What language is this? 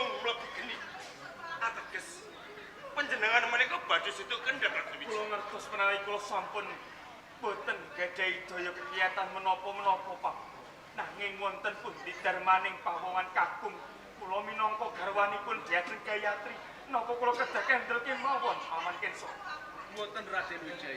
Javanese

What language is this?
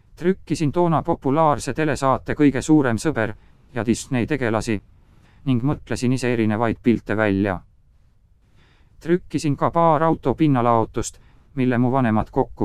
Estonian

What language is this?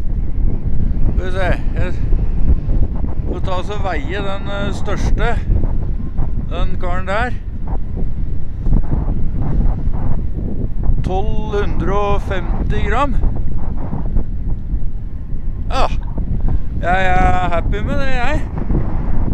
Norwegian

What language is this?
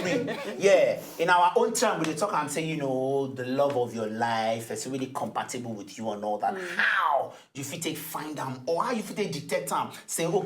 Nigerian Pidgin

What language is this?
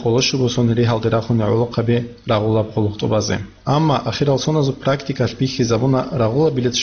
Avaric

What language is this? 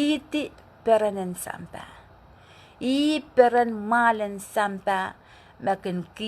Pohnpeian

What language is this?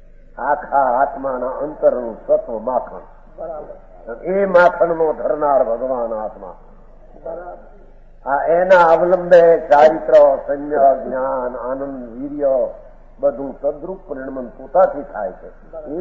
Gujarati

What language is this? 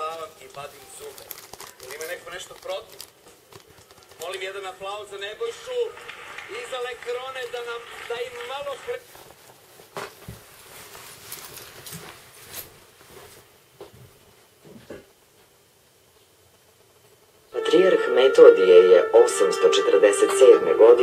Serbian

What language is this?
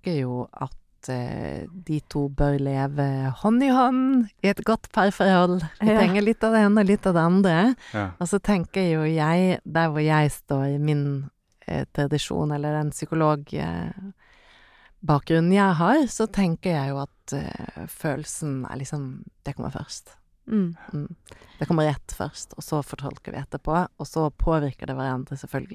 Norwegian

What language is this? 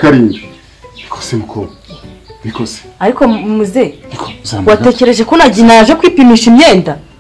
Kinyarwanda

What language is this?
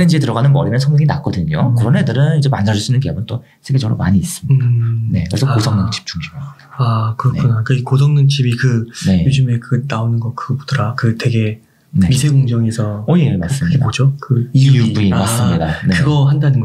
Korean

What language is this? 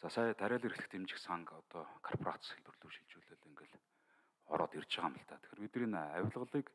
Mongolian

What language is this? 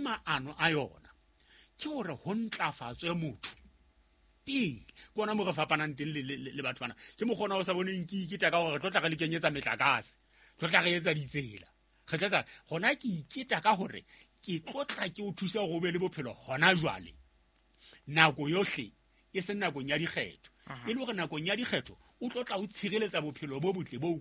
Southern Sotho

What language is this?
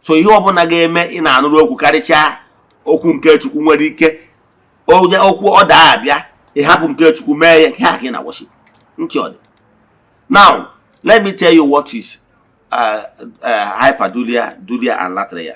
Igbo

